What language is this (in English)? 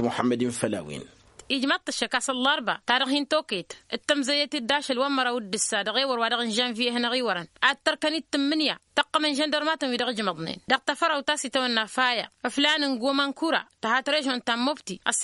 Tamasheq